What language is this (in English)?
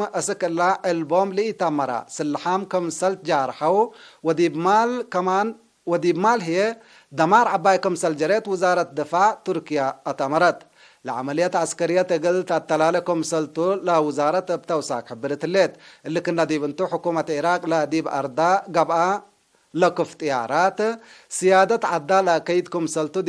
Tigre